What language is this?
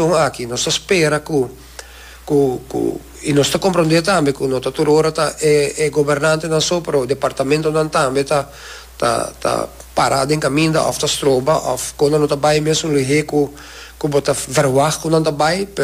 Papiamento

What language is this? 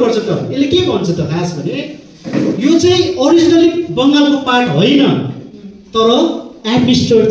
Nepali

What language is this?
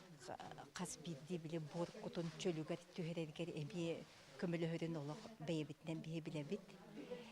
Yakut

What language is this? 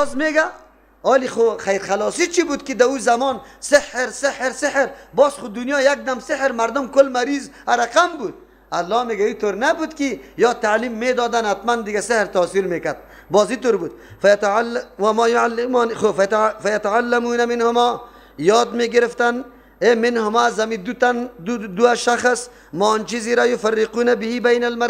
Persian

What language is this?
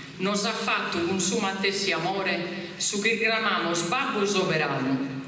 Sardinian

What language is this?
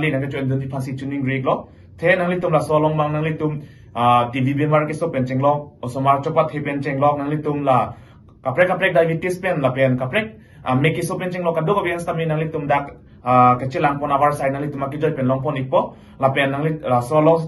Karbi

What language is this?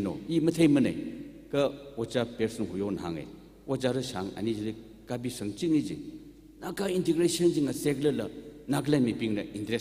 Tangkhul Naga (India)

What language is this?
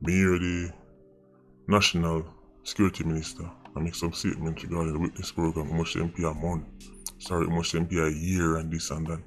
Jamaican Creole English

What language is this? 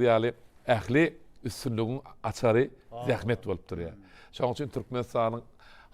Turkmen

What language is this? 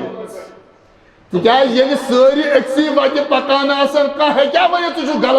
Kashmiri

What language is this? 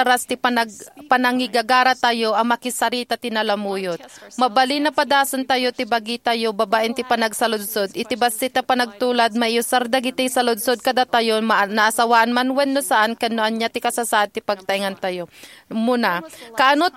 Iloko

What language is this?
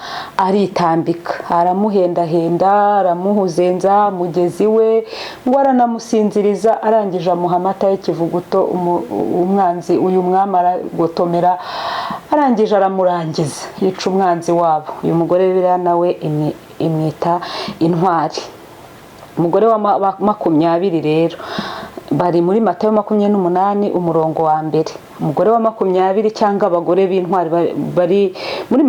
Kinyarwanda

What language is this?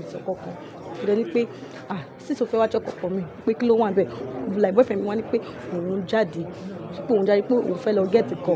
Yoruba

